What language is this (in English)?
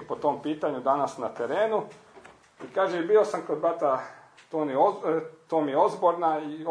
Croatian